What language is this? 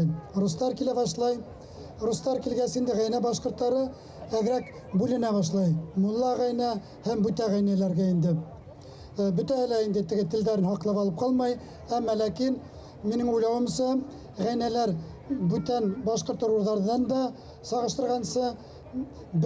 Bashkir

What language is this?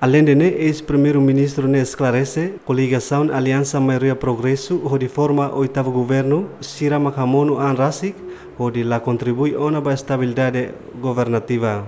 Tetum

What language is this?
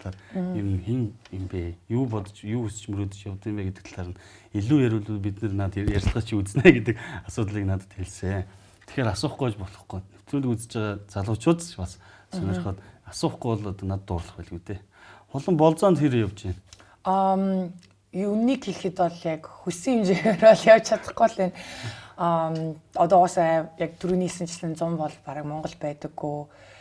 Mongolian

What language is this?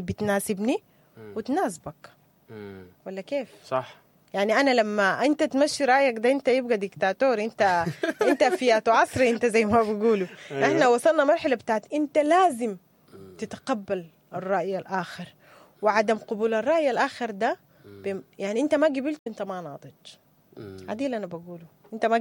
Sudanese Arabic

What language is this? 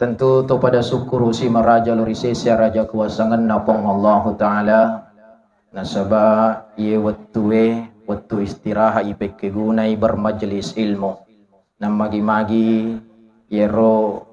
Buginese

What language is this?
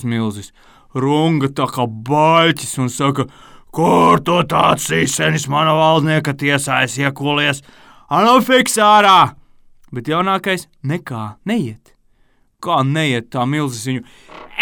Latvian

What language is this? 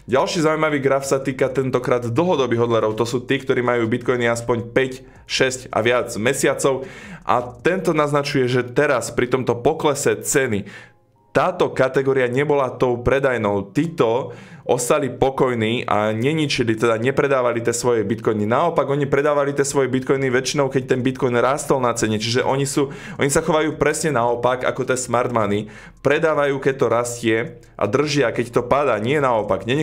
Slovak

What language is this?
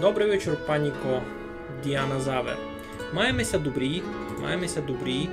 Rusyn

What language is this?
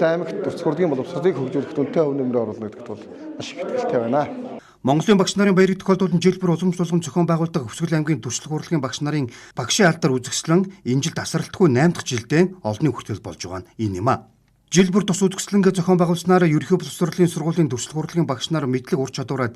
Mongolian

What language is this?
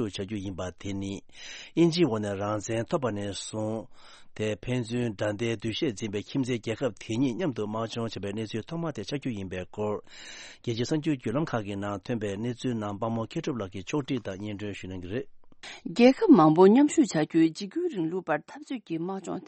Tibetan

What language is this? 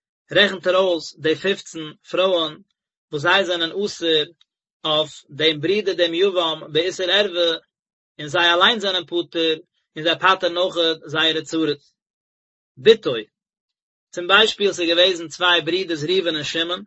Yiddish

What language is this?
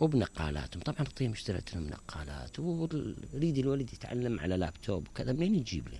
Mesopotamian Arabic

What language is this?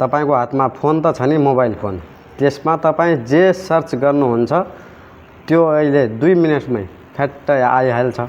Nepali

